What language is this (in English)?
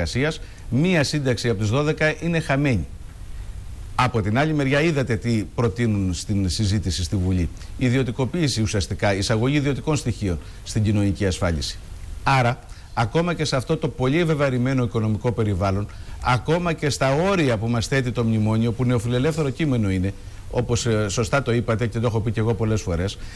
Greek